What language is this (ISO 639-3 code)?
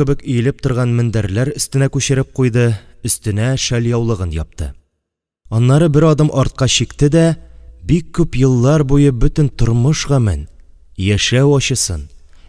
tat